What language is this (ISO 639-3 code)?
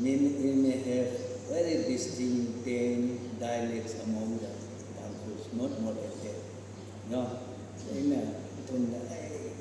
nmf